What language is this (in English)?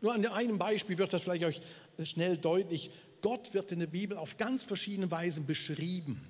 Swiss German